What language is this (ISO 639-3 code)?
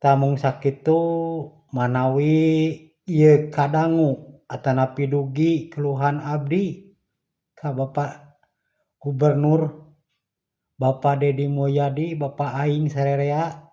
sun